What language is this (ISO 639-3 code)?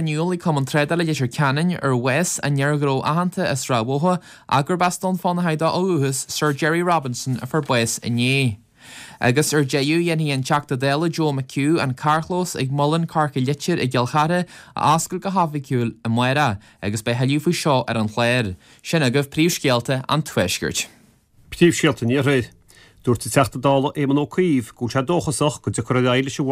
gle